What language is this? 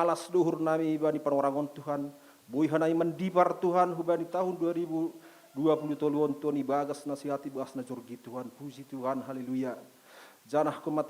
Batak Simalungun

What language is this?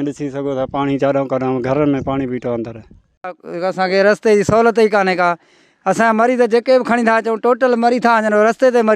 Sindhi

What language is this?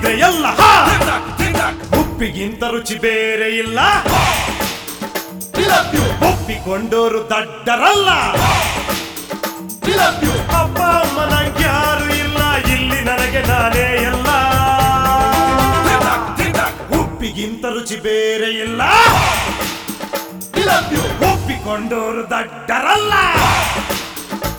Kannada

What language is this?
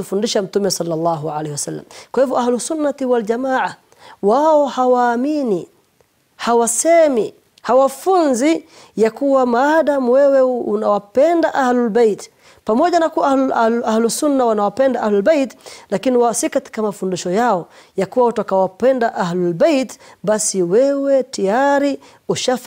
Swahili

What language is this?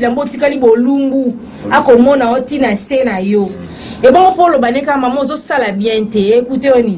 Lingala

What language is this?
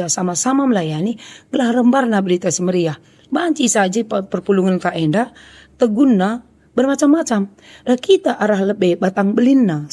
Batak Karo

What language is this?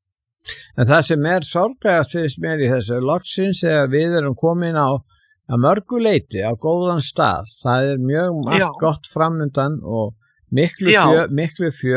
Icelandic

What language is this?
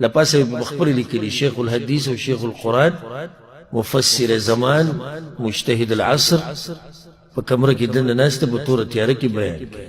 Pashto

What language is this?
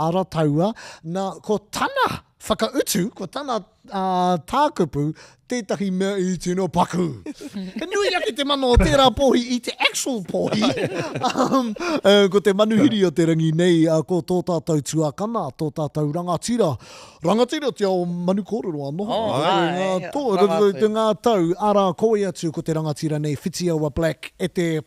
Māori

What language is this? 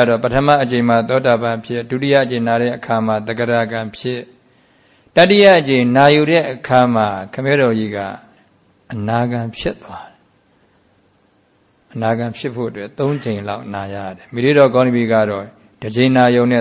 Burmese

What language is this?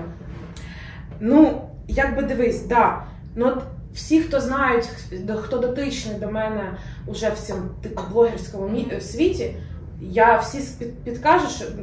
Ukrainian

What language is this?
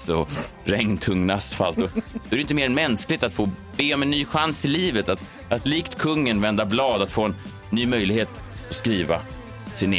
Swedish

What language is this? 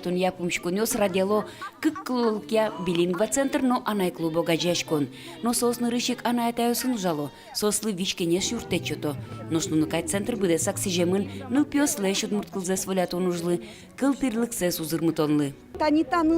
Udmurt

